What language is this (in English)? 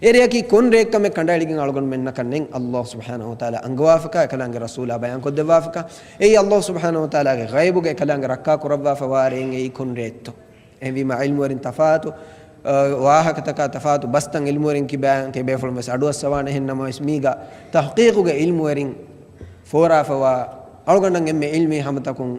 Divehi